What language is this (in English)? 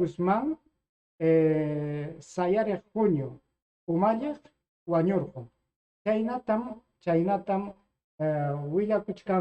Ayacucho Quechua